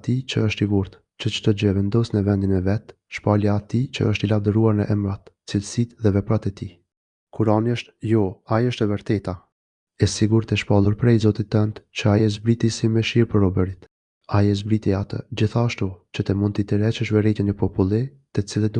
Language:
Albanian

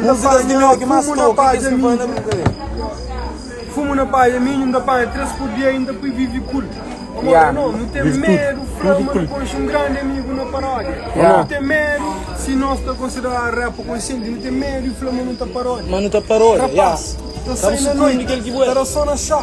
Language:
Kabuverdianu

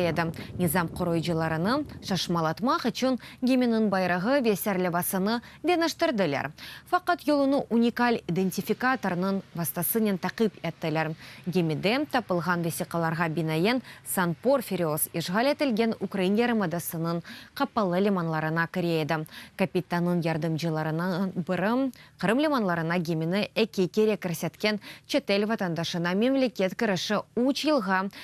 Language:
Crimean Tatar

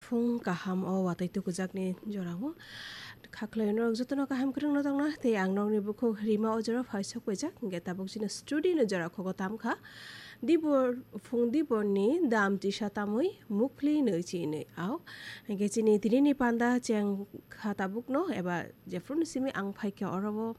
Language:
Kok Borok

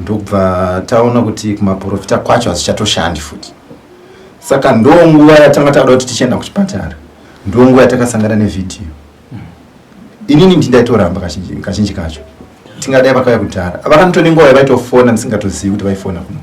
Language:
Shona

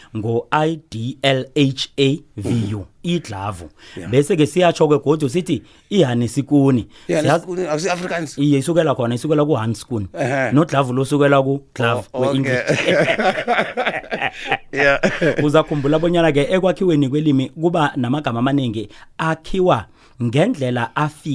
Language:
South Ndebele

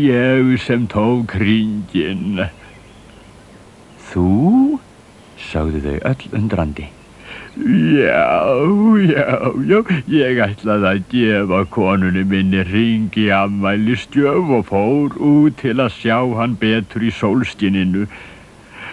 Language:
Icelandic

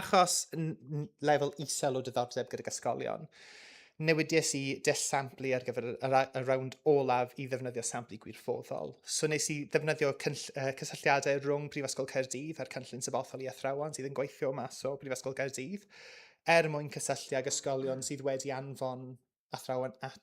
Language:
Welsh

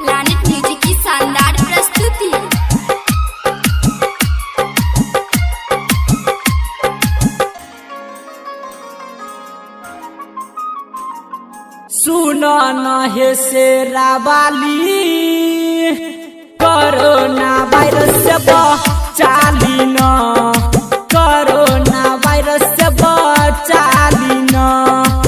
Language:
Bhojpuri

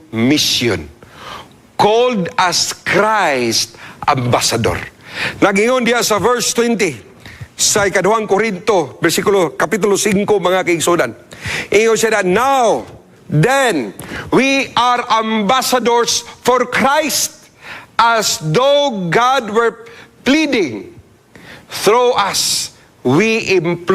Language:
Cebuano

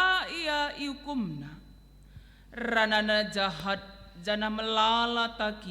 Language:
Batak Karo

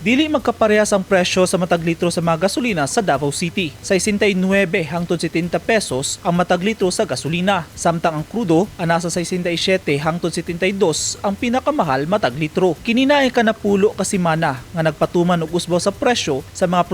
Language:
Cebuano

